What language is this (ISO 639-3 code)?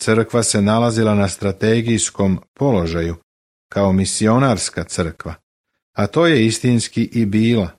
srp